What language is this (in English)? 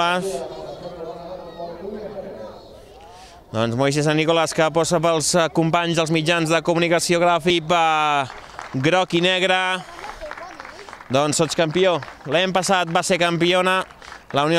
Catalan